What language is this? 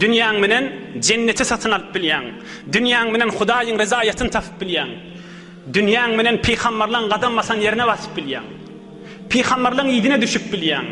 Turkmen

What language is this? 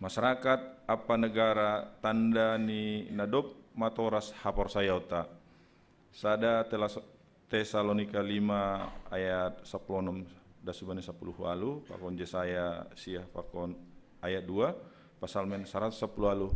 Batak Simalungun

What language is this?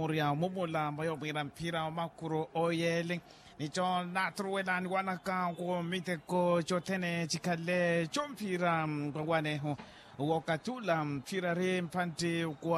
Makhuwa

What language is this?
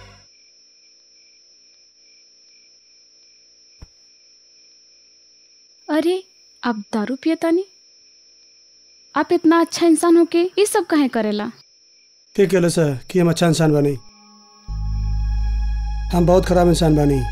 Bhojpuri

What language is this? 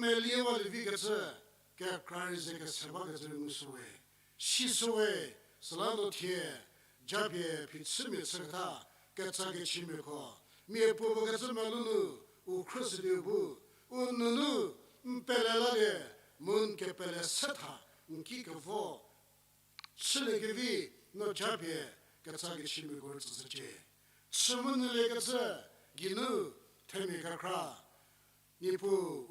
Angami Naga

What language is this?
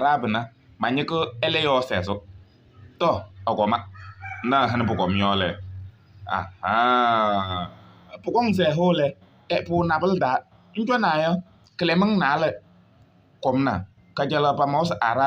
Kabiyè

